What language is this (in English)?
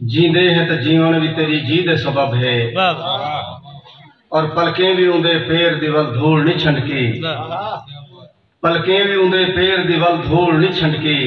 Saraiki